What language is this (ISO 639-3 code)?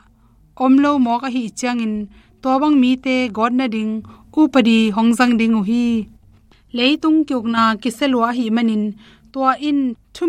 ctd